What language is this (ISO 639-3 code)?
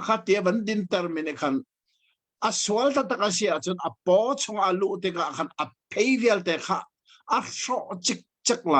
cnh